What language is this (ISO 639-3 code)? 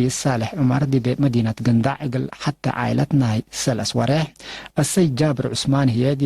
tig